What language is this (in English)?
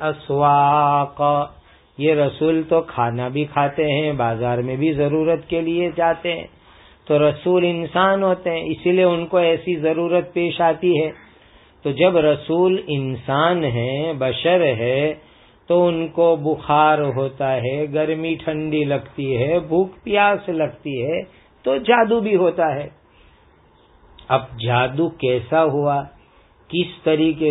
Urdu